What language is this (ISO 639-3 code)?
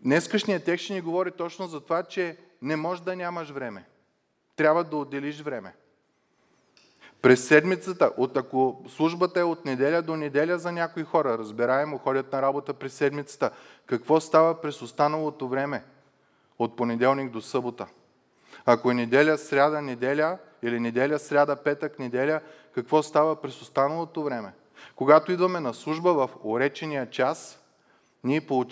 bul